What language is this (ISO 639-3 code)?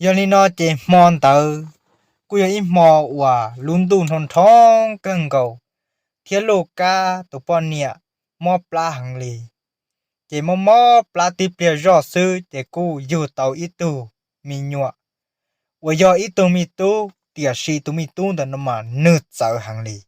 hmn